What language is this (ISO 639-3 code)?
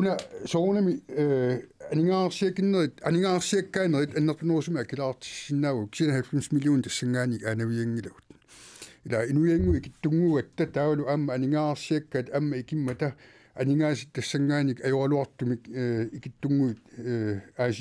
kal